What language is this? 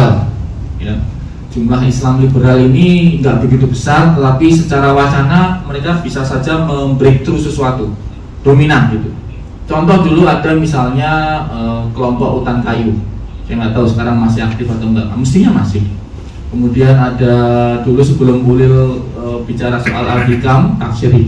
Indonesian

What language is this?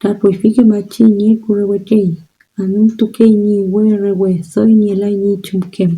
Mapuche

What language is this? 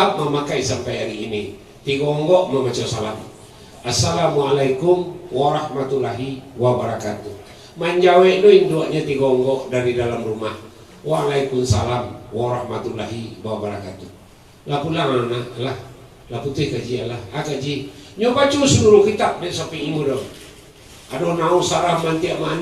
Minangkabau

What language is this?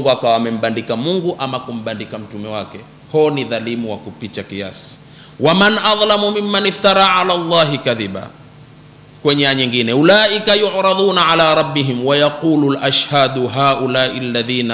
Swahili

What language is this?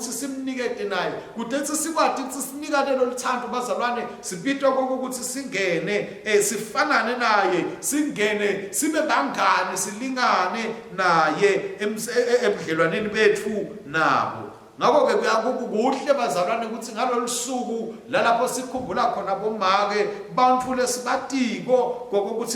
Swati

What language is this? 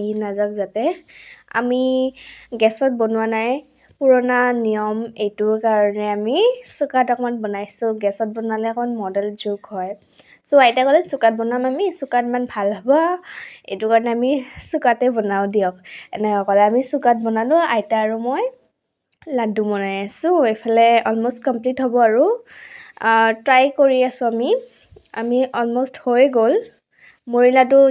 Assamese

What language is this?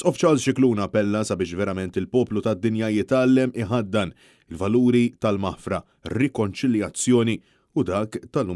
Maltese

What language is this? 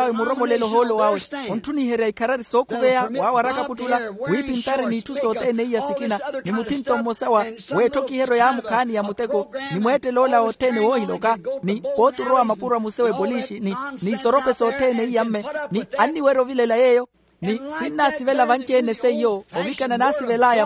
Makhuwa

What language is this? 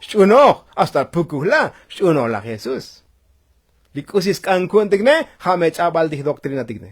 Tzotzil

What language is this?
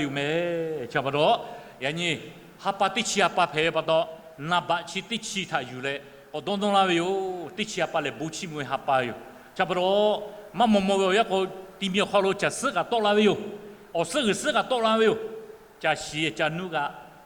Lahu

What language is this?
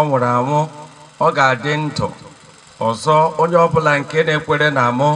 Igbo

